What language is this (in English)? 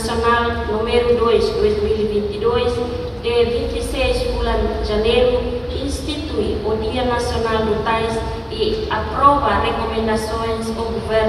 Tetum